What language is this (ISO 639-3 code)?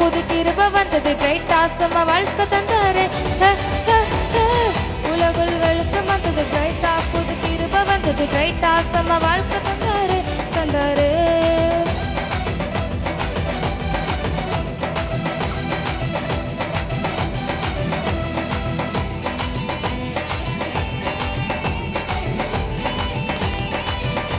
tam